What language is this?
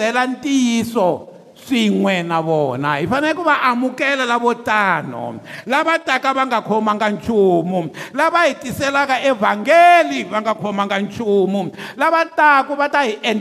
Tsonga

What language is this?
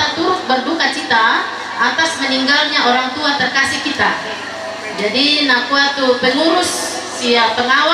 Toraja-Sa'dan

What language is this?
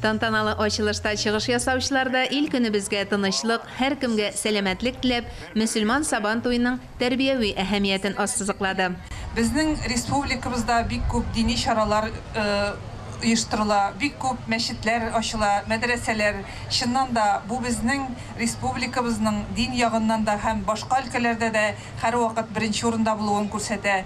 Tatar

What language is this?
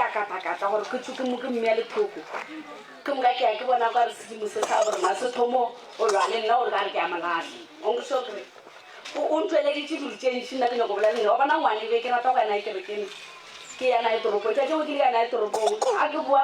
Northern Sotho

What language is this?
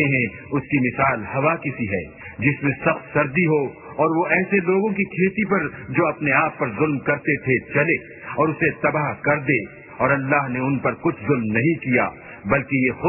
Urdu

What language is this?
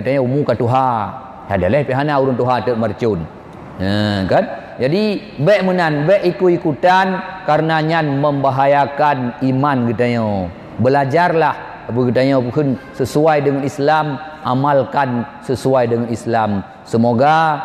Achinese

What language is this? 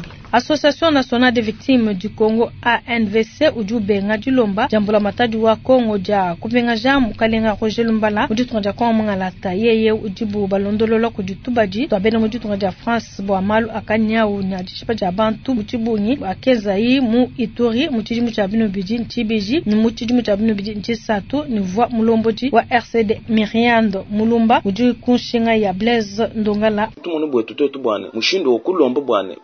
Luba-Lulua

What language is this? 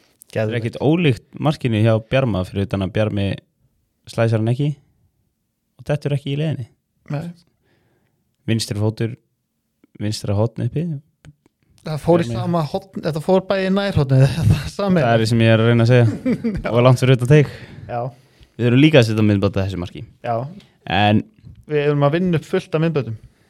Icelandic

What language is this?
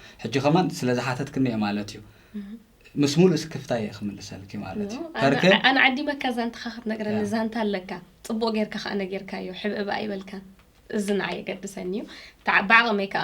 Tigrinya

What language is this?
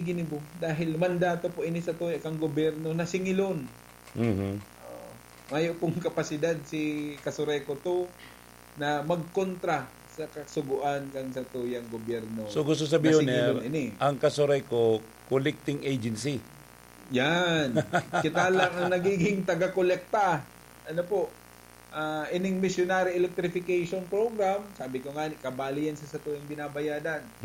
Bikol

